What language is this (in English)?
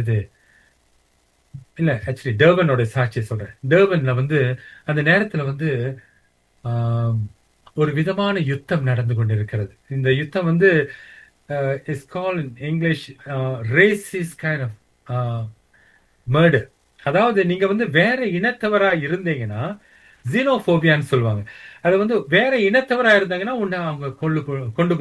Tamil